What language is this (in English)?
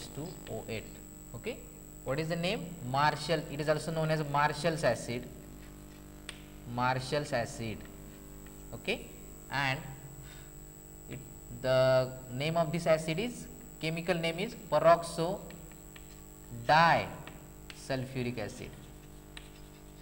English